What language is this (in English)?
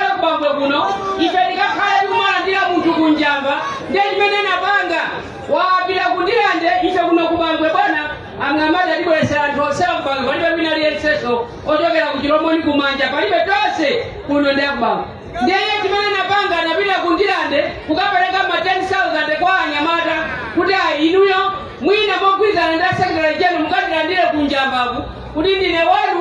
Nyanja